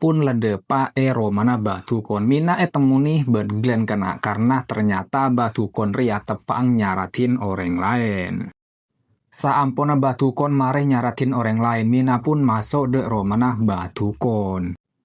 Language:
Madurese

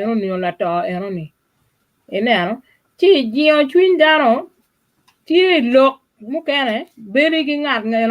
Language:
Acoli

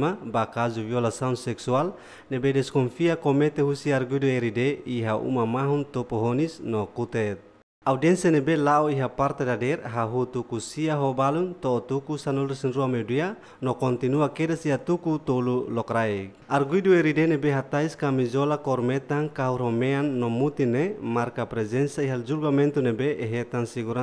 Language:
Tetum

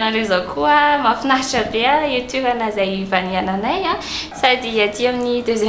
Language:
Malagasy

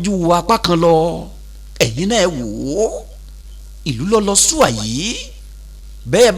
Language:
Yoruba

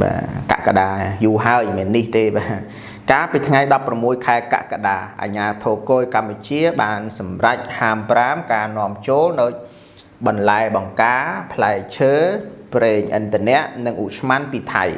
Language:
Khmer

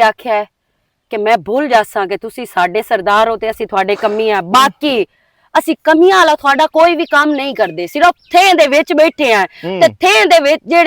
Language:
Western Panjabi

